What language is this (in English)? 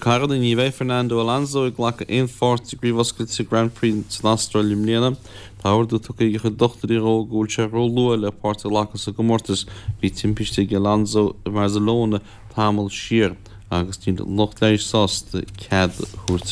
Irish